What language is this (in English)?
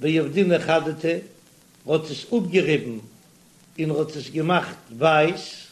Yiddish